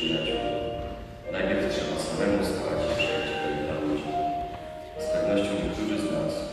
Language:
Polish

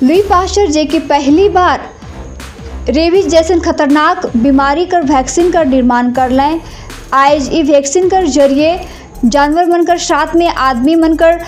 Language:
Sadri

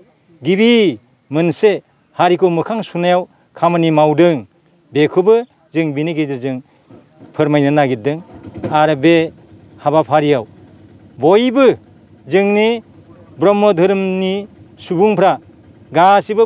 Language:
Bodo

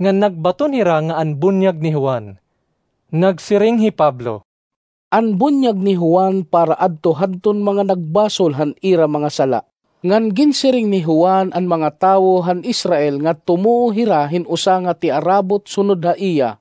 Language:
Waray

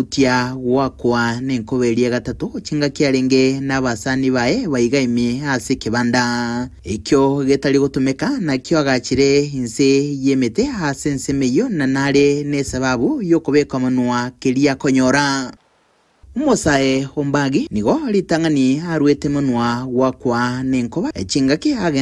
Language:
Gusii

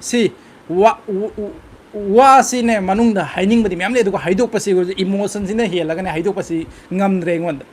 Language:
Manipuri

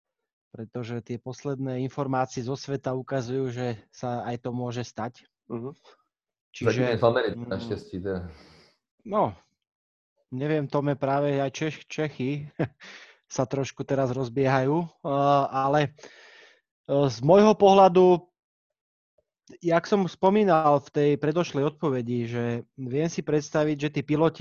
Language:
Slovak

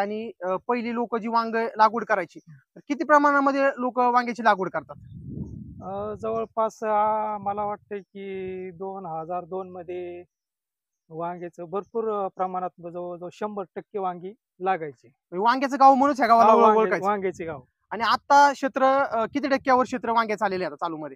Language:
Marathi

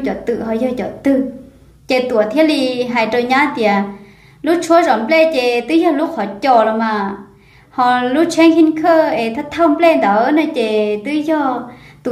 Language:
Hmong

